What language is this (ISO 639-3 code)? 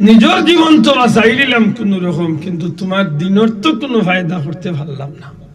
syl